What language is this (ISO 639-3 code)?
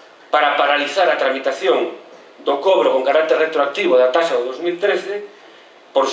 glg